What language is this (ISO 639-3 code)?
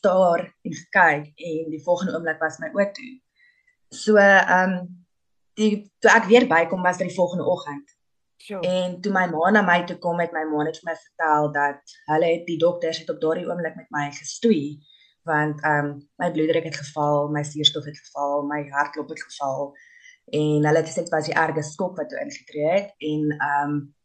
afr